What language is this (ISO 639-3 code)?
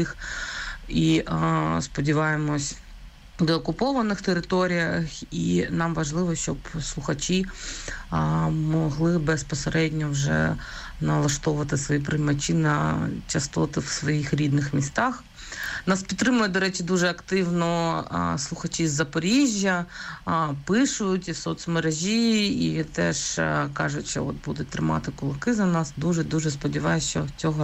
ukr